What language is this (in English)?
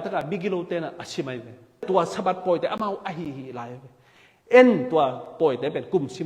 Tedim Chin